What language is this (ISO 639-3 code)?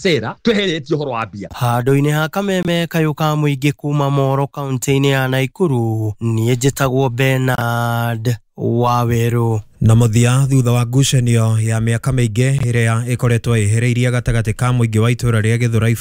kik